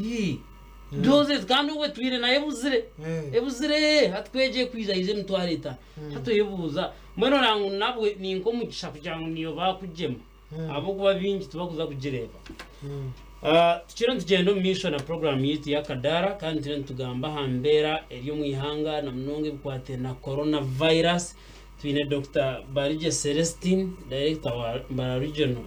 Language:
Nyankole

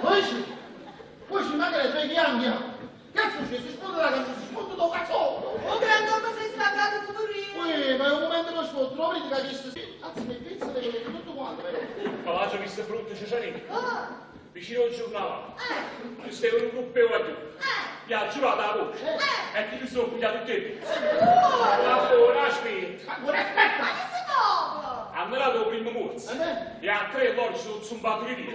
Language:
Neapolitan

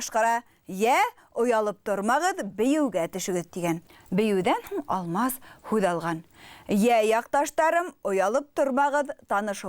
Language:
Bashkir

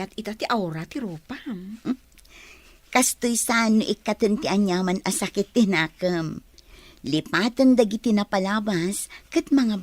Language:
Iloko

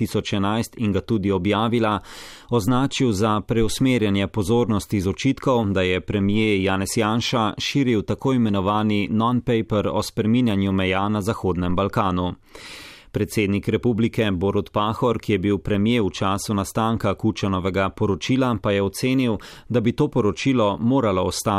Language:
Slovenian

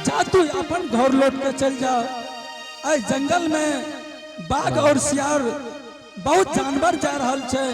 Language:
Angika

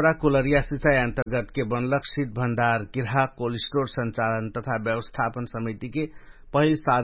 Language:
Dangaura Tharu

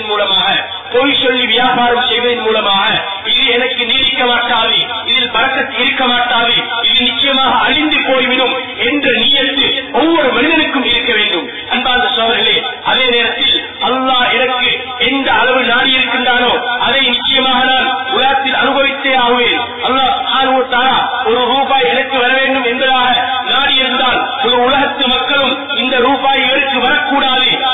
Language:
Tamil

